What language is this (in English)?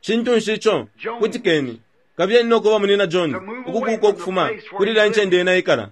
Bemba